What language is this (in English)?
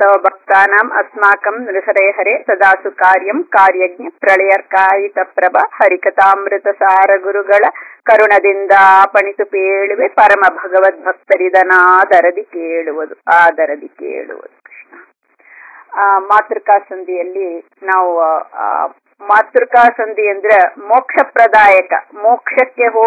Kannada